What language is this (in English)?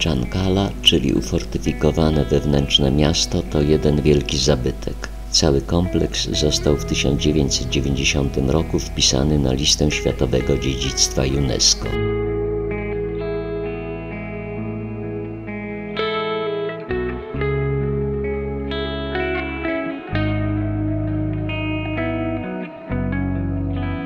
Polish